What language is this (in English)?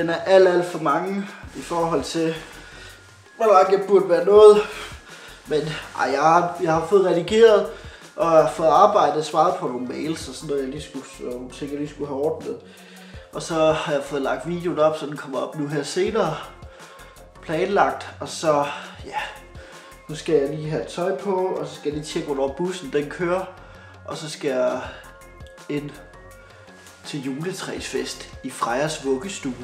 Danish